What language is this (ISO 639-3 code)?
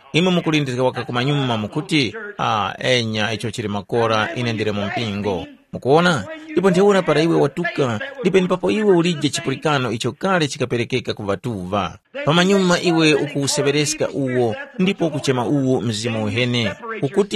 tum